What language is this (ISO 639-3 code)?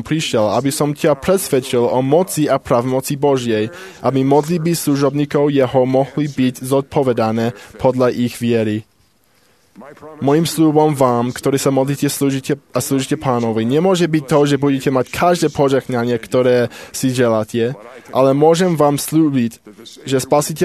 slk